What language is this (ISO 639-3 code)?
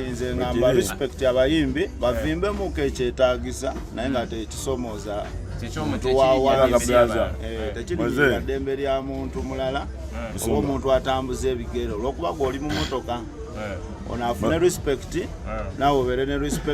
lug